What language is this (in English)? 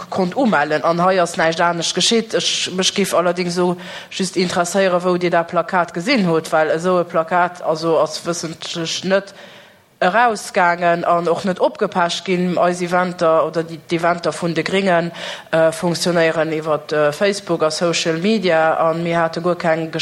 Luxembourgish